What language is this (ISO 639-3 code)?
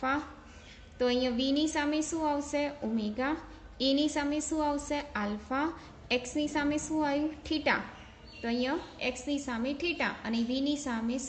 guj